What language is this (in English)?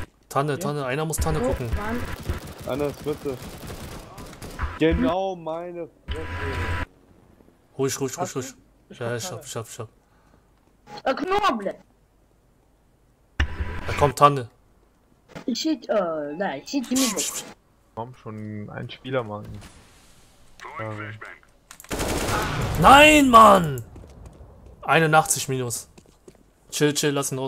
German